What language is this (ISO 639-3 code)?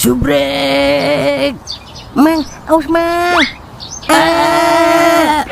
bew